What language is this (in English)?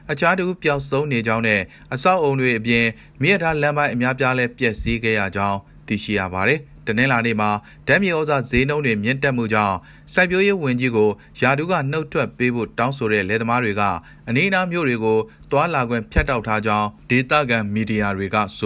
Burmese